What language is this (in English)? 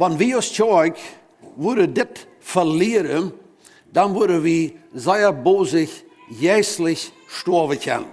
Plautdietsch